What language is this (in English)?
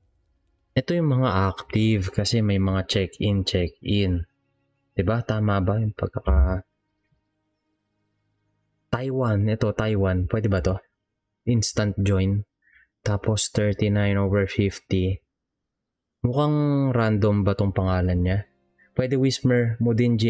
Filipino